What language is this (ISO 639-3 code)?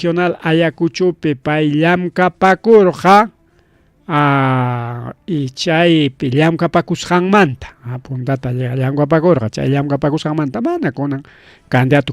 quy